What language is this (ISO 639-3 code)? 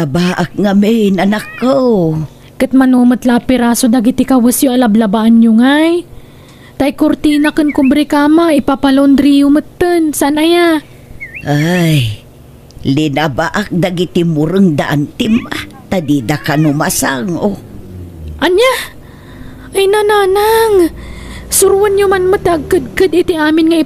ilo